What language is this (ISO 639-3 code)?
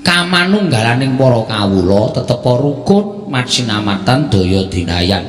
jav